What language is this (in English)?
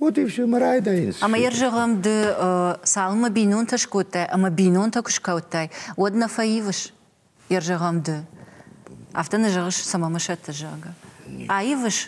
Ossetic